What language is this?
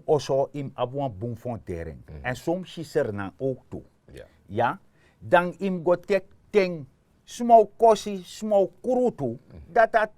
Sranan Tongo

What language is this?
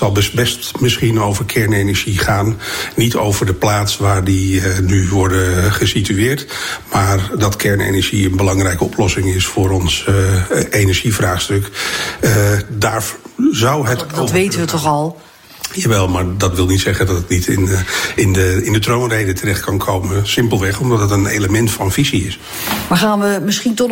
Dutch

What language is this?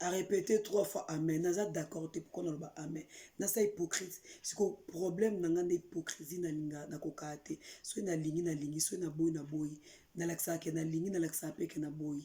Lingala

